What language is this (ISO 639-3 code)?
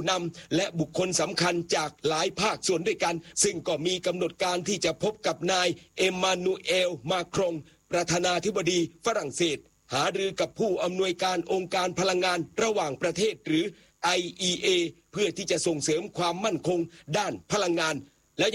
tha